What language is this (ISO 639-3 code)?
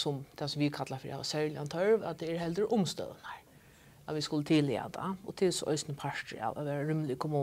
fao